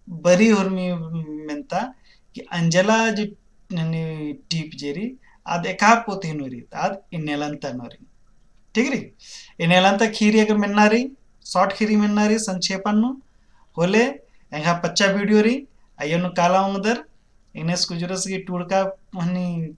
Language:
Kurukh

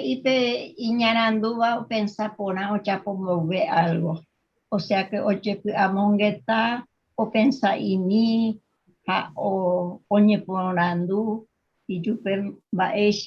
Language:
Guarani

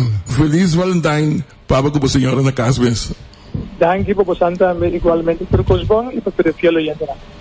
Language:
Papiamento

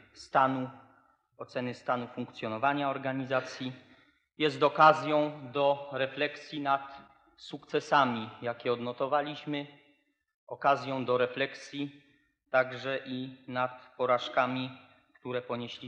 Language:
Polish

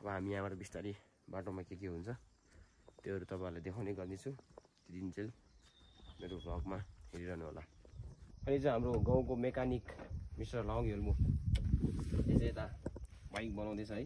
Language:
Nepali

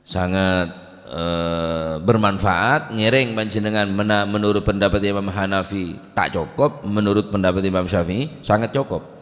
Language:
Madurese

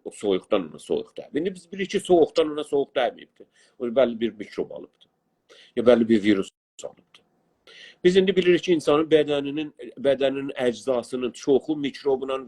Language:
South Azerbaijani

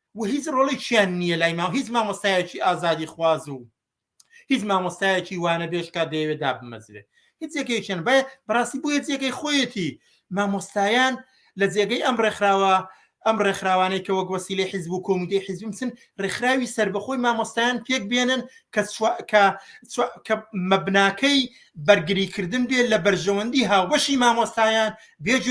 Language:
Central Kurdish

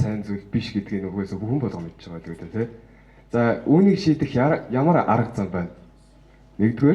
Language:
Mongolian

